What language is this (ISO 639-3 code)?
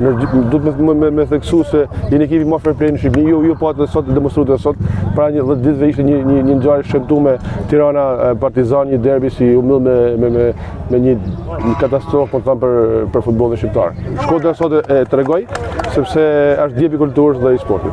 sqi